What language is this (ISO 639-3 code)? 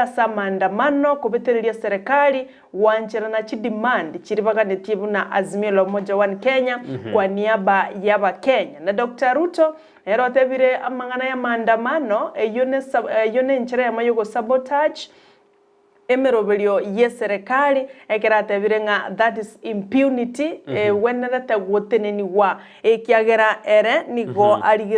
guz